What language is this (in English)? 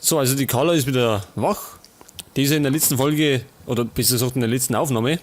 Bavarian